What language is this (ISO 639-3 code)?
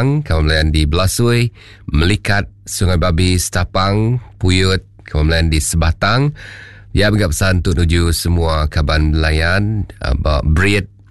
iba